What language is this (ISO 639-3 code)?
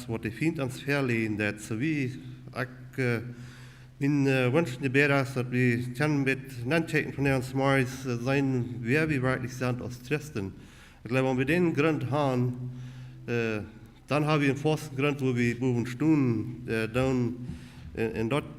pdt